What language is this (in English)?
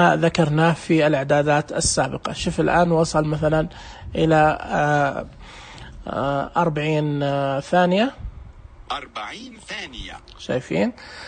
Najdi Arabic